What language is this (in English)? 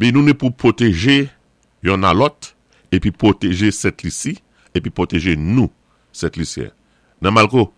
Saint Lucian Creole French